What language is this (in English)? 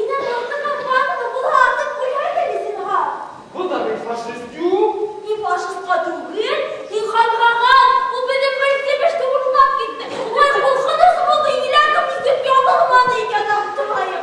Bashkir